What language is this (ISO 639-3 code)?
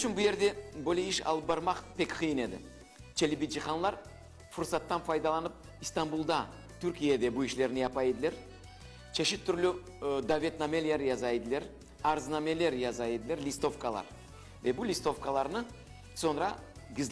crh